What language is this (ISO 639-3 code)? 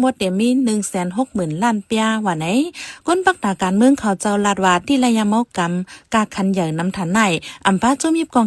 shn